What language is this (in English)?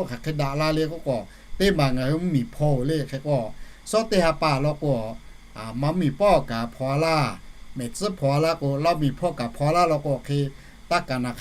Lahu